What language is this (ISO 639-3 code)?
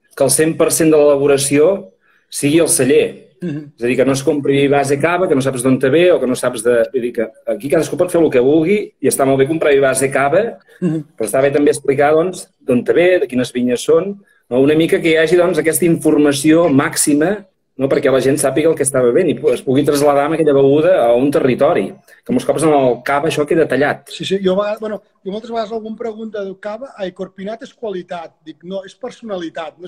cat